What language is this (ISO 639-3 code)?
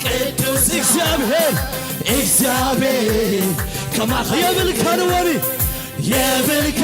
tir